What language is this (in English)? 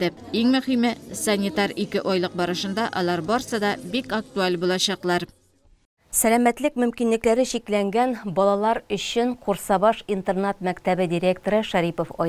Tatar